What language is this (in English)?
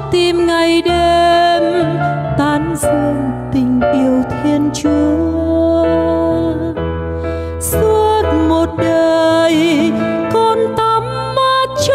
Vietnamese